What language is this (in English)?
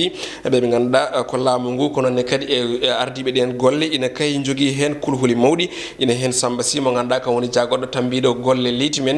Fula